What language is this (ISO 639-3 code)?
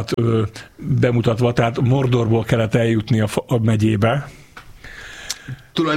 hun